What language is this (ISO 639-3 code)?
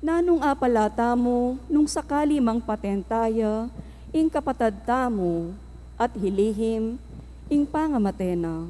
pam